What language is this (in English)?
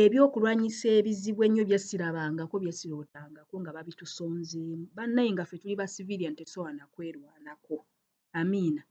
Ganda